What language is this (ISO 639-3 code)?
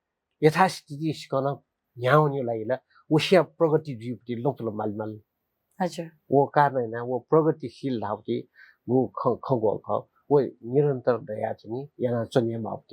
new